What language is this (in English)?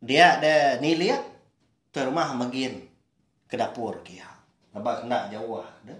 Iban